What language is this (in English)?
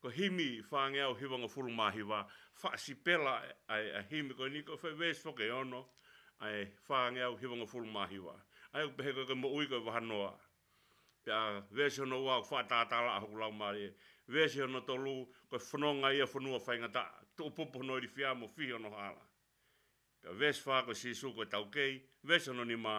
Tongan